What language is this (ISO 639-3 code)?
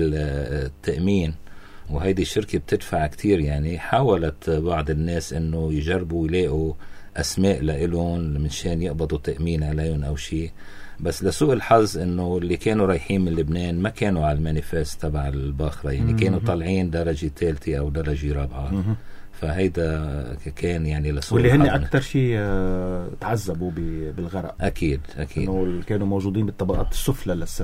apc